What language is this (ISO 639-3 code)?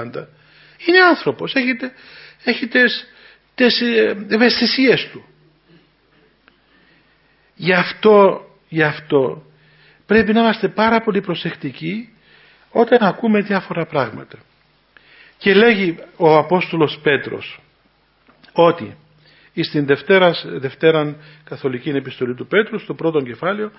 ell